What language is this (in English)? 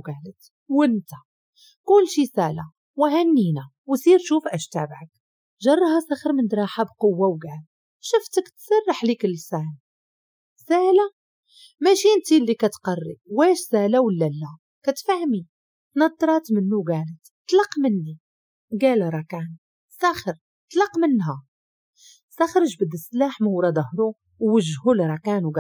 Moroccan Arabic